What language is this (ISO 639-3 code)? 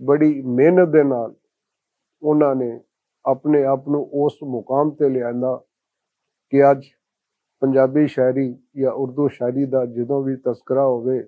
lah